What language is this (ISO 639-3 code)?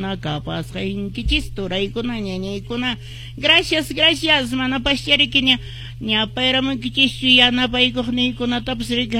que